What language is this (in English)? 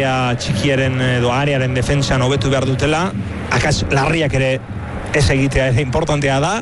Basque